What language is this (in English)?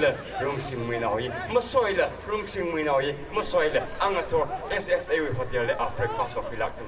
Tangkhul Naga (India)